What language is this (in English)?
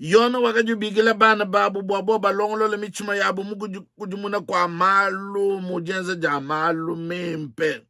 Luba-Lulua